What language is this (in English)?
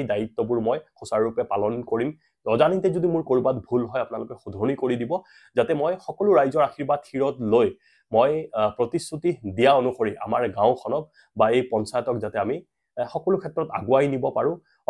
Assamese